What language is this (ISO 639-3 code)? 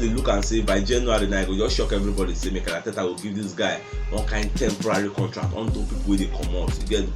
pcm